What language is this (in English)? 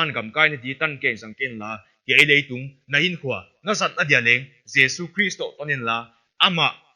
Paite Chin